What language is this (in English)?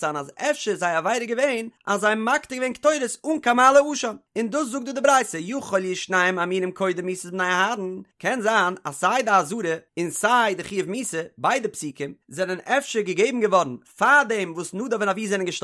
Yiddish